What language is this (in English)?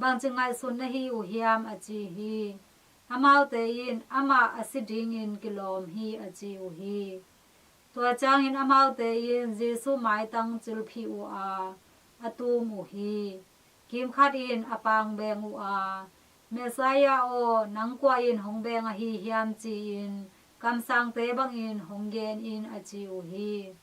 Tedim Chin